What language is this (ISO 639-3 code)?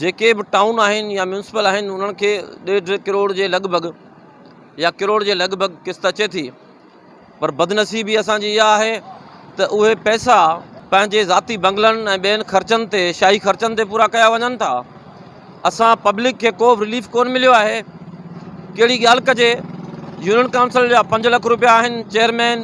snd